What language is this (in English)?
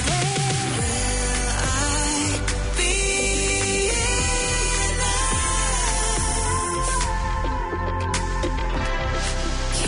Tamil